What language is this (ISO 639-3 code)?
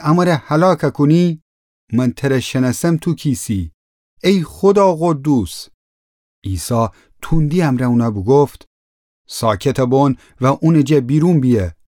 glk